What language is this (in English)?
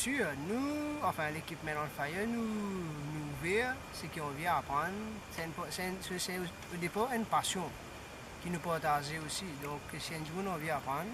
Morisyen